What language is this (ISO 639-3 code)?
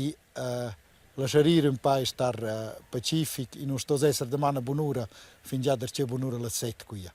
roh